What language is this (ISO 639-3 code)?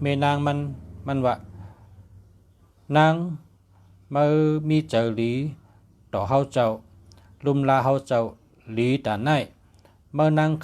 shn